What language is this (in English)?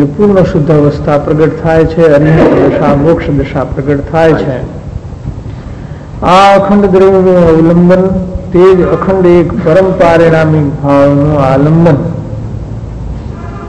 Gujarati